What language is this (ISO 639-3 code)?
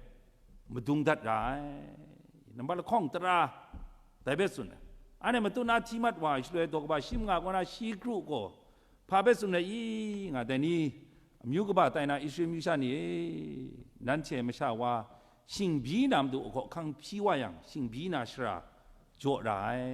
kac